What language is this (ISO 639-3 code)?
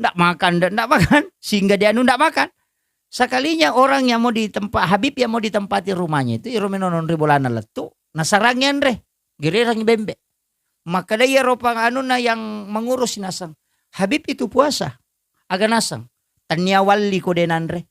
bug